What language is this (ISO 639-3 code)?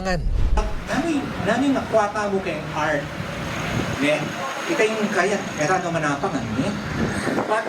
pam